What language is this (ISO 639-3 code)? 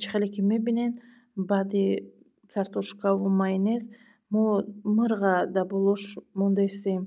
tgk